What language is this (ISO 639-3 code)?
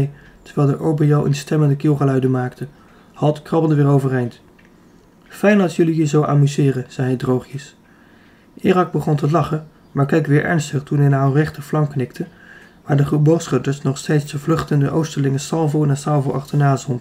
nld